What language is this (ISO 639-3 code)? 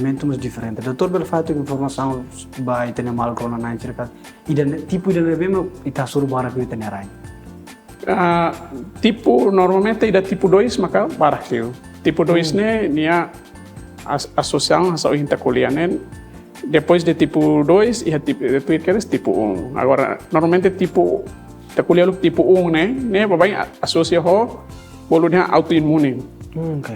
tet